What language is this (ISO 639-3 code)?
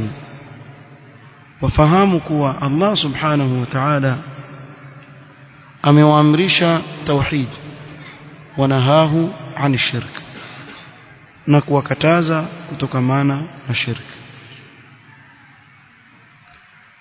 swa